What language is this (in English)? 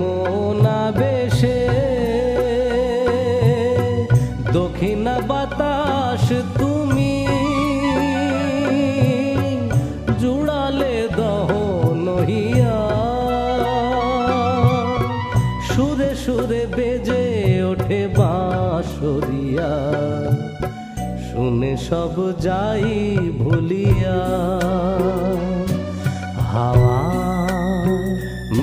Bangla